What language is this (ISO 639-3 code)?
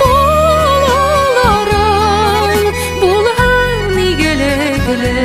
bak